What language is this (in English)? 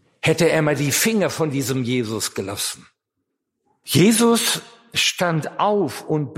German